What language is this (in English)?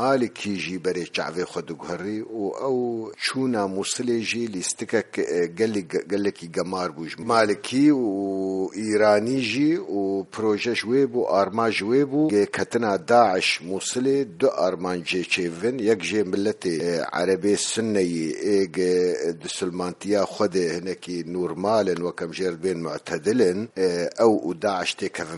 Kurdish